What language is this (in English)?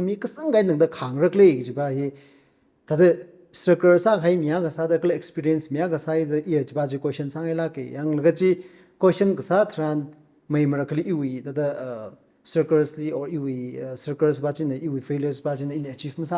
Tangkhul Naga (India)